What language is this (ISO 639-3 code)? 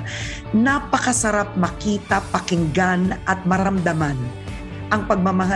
fil